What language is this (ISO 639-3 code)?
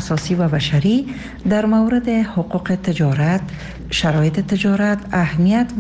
fas